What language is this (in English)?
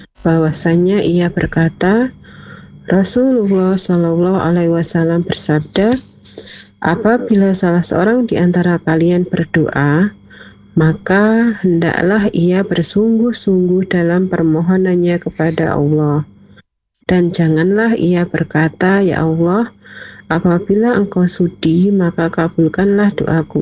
Indonesian